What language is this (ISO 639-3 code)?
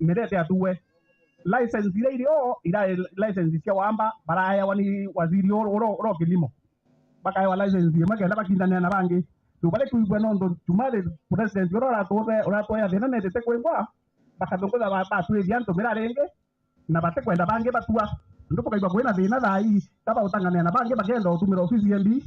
mer